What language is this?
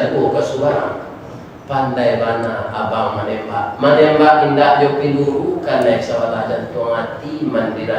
Minangkabau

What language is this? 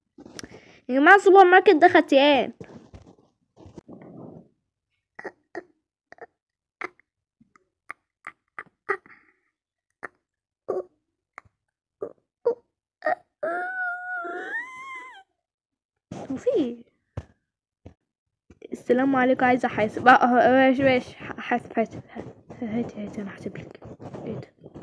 Egyptian Arabic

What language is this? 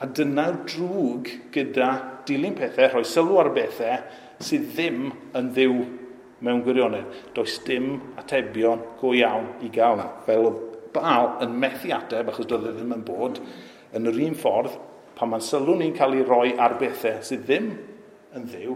Welsh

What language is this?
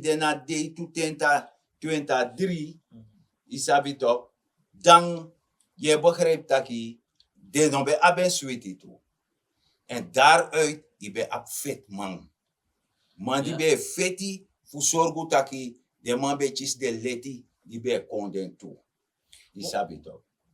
Sranan Tongo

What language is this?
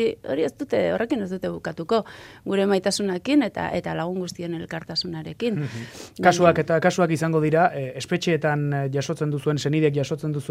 Basque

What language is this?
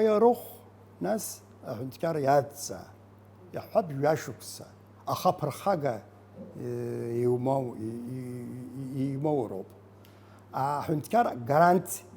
Abkhazian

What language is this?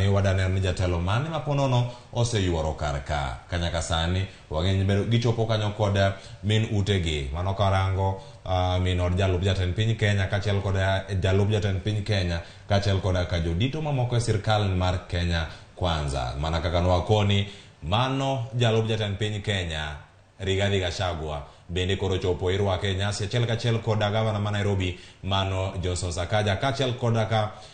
Luo (Kenya and Tanzania)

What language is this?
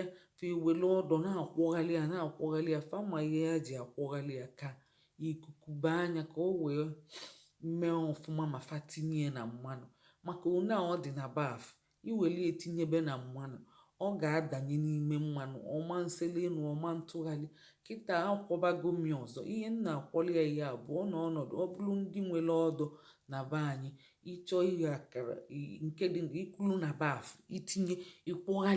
Igbo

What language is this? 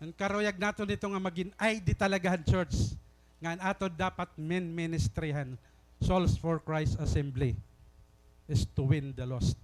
Waray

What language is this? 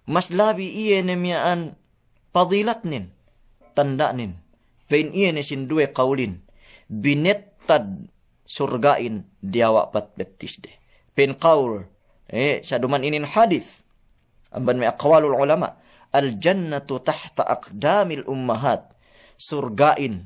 Yakan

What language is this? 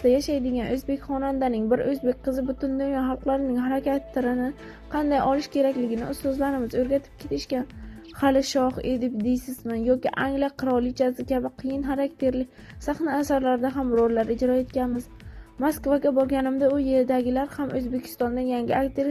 Uzbek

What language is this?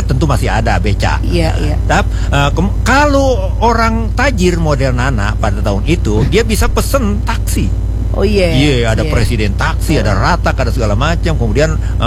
Indonesian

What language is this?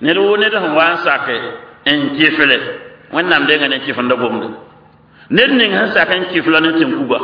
Mossi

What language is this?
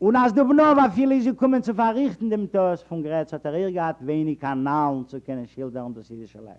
Yiddish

